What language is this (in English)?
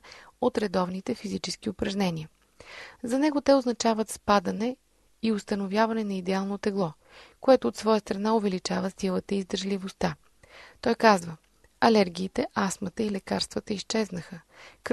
Bulgarian